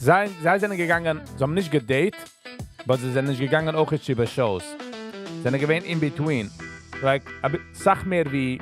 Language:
Yiddish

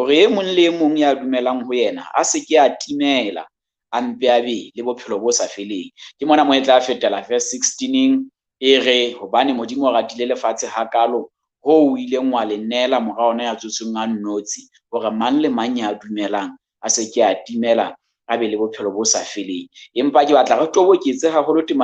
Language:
Southern Sotho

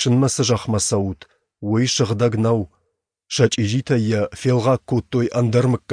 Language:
Ossetic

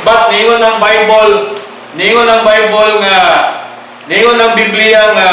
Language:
Cebuano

